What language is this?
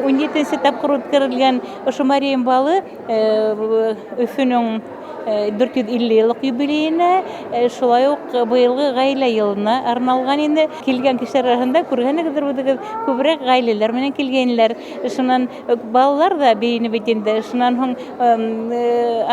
Bashkir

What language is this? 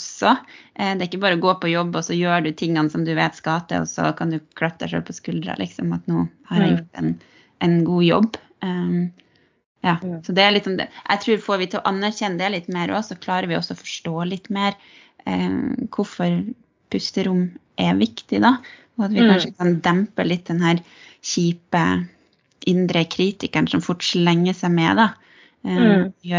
Norwegian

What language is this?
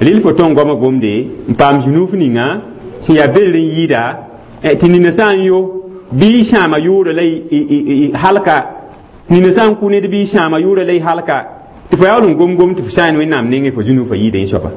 Mossi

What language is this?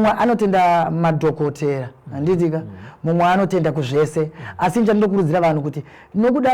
Shona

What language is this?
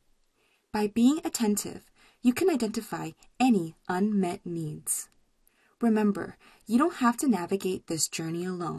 English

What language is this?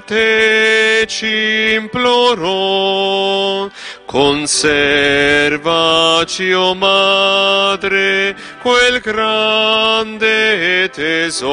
Italian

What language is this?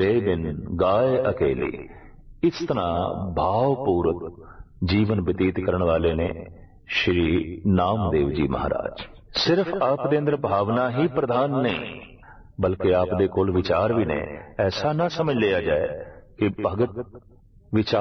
Punjabi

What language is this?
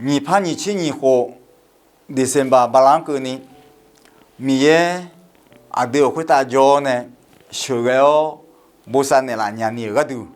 Akha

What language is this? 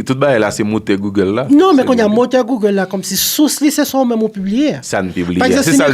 Haitian Creole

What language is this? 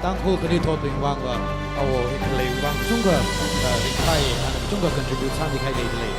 Tangkhul Naga (India)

